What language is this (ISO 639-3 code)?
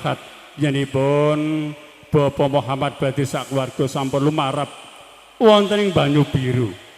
jav